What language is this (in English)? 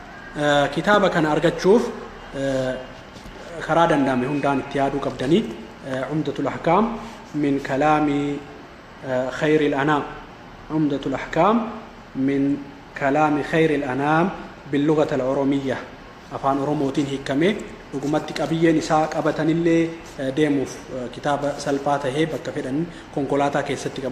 Oromo